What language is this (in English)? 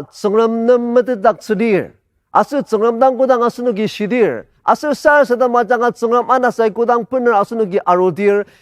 Ao Naga